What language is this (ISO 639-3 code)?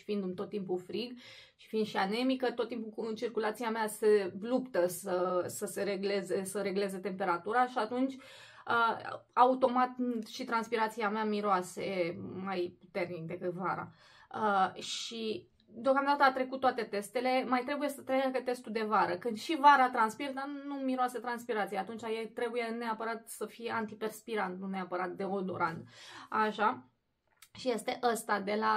ron